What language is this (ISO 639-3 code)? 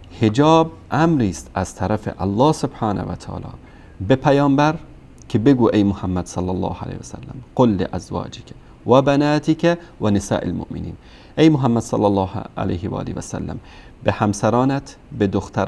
fas